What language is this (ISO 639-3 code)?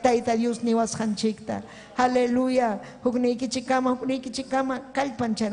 quy